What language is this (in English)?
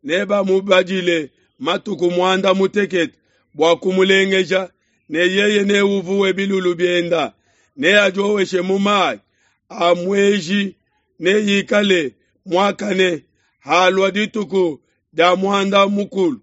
Luba-Lulua